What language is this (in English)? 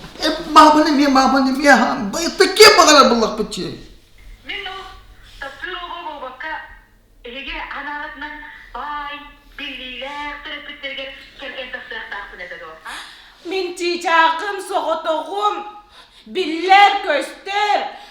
Yakut